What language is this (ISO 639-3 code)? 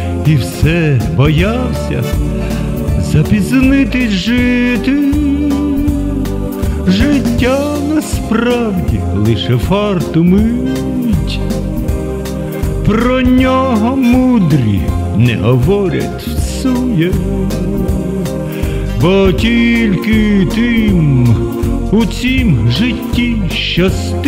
ukr